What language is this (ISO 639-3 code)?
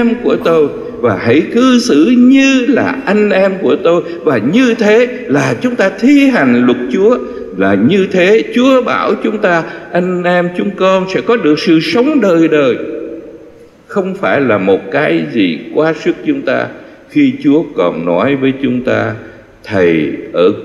vie